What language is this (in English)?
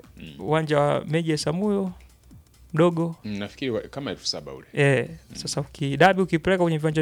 Swahili